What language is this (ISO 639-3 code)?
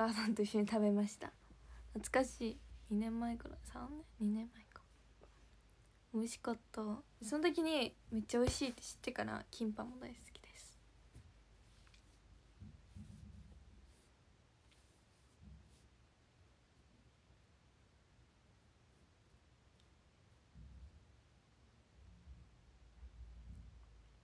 jpn